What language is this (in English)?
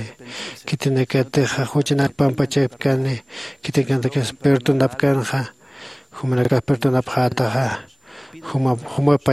Aymara